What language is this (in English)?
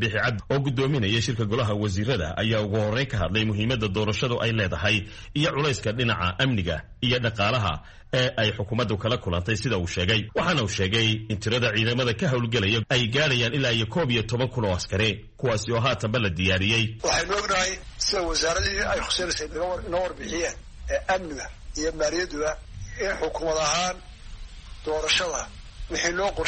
Somali